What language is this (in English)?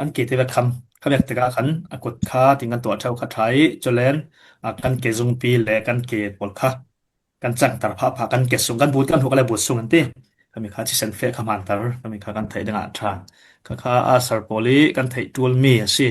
Falam Chin